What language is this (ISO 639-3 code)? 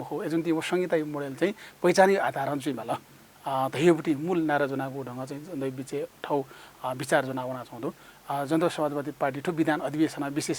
new